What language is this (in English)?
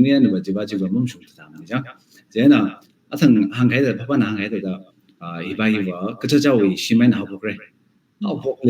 Tangkhul Naga (India)